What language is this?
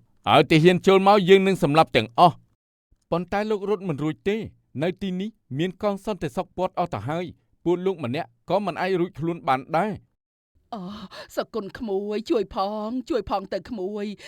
Khmer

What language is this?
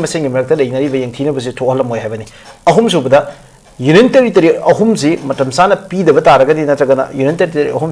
Manipuri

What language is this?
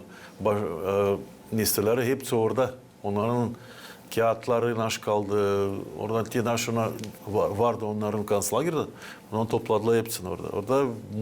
Gagauz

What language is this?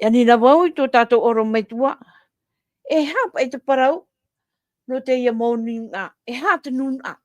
Tahitian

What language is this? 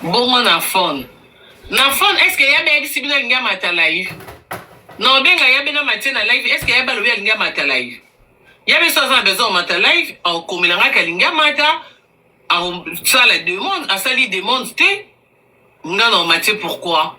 Lingala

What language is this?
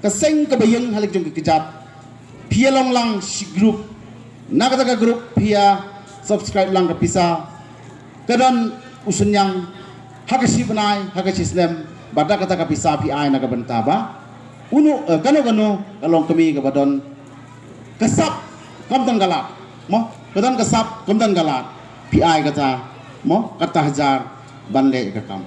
Khasi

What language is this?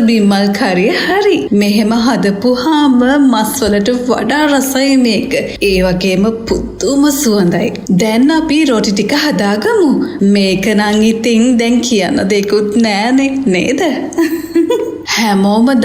Sinhala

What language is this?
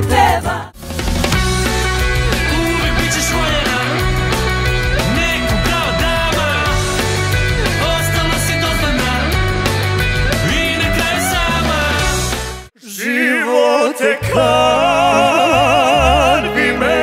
Serbian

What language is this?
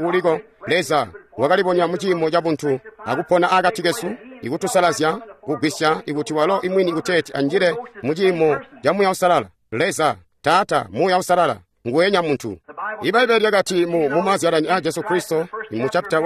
Tonga (Zambia)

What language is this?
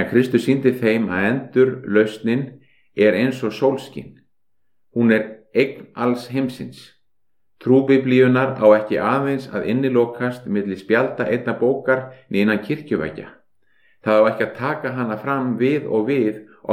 Icelandic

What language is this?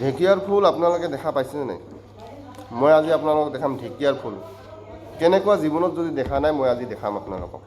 Assamese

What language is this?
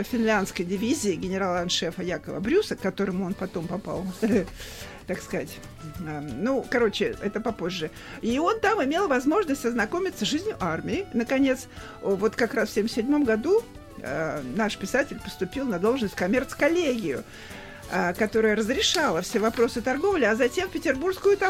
Russian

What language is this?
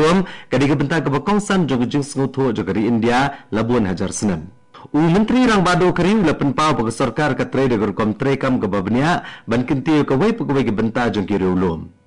Khasi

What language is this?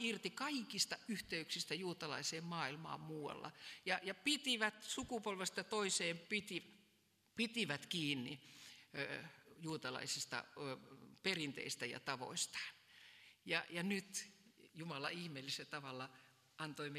Finnish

